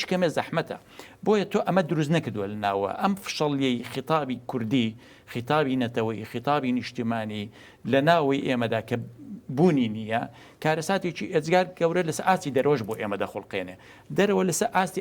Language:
Central Kurdish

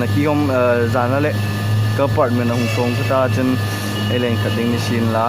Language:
Hmar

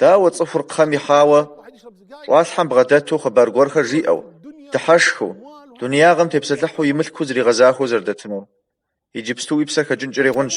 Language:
Kabardian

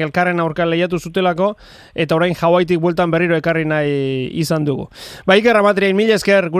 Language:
Basque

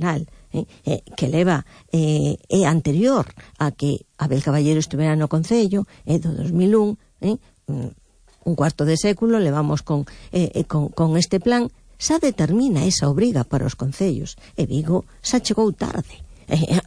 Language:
Galician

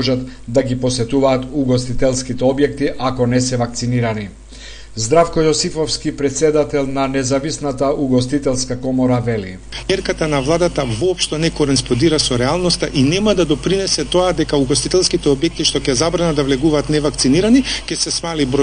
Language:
Macedonian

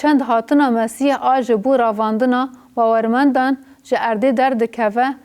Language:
Kurdish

